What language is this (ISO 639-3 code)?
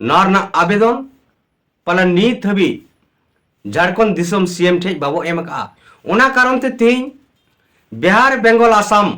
sat